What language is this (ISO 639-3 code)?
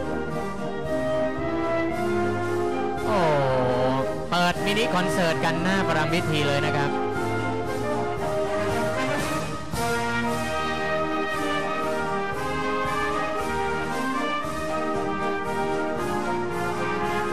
tha